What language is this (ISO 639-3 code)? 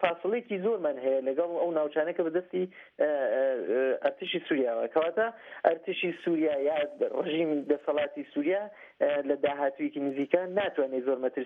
ckb